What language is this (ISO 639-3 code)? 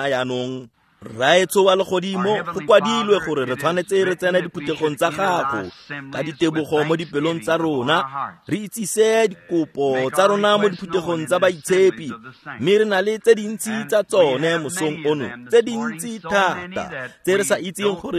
tsn